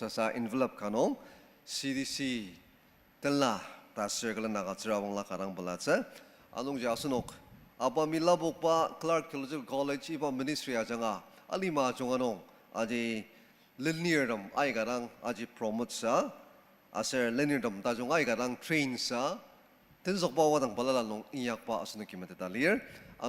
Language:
Ao Naga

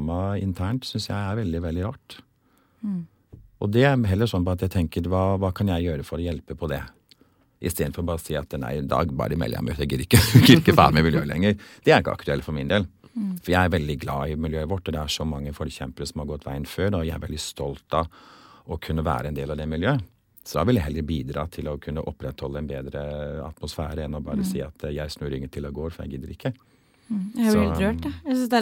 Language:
Norwegian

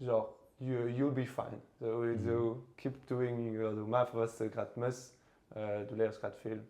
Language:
Luxembourgish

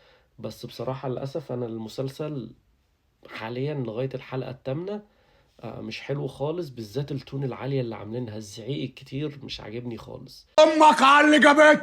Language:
Egyptian Arabic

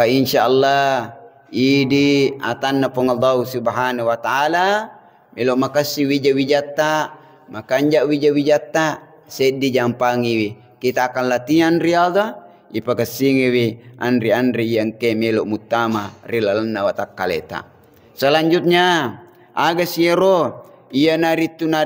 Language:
Buginese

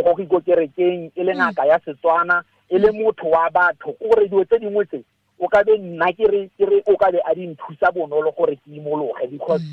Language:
Tswana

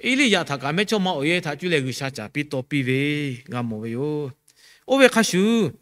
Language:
Lahu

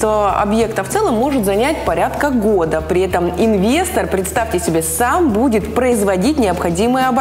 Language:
Russian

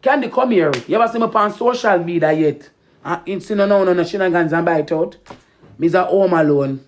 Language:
Jamaican Creole English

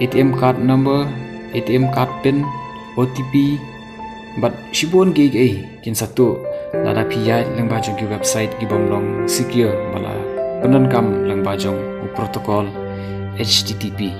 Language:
Khasi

